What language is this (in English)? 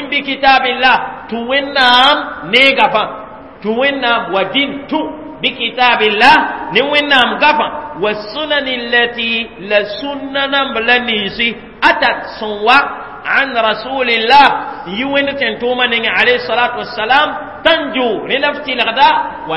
Mossi